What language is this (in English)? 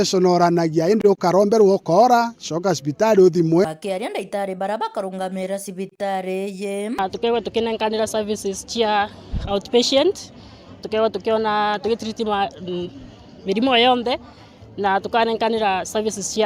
Meru